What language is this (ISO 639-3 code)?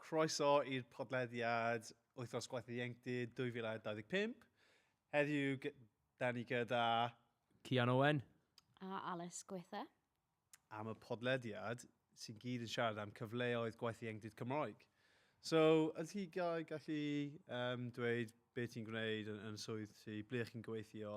cym